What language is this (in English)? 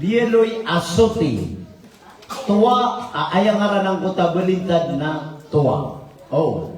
Maranao